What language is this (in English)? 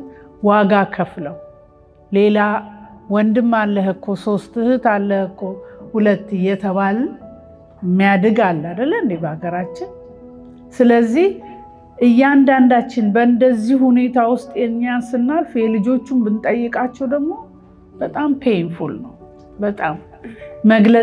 Amharic